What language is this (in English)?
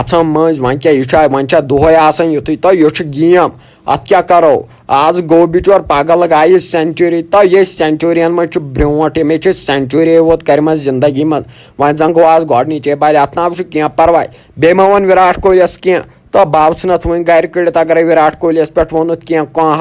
Kashmiri